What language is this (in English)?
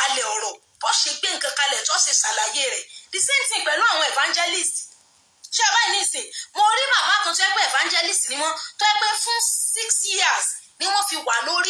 Yoruba